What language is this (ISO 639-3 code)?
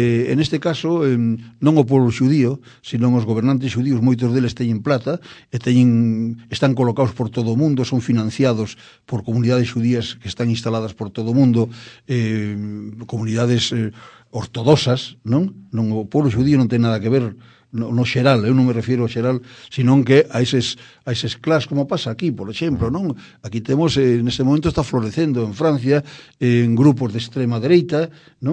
glg